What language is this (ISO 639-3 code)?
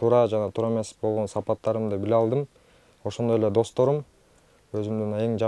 kir